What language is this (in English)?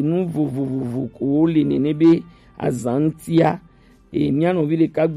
Gen